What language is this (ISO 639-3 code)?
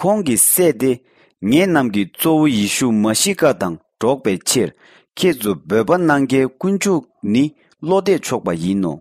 bod